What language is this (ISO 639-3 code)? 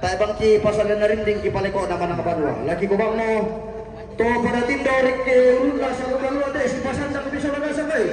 sda